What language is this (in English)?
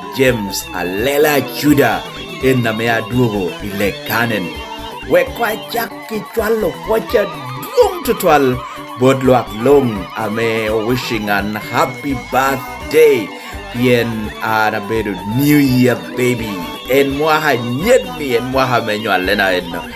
Lango (Uganda)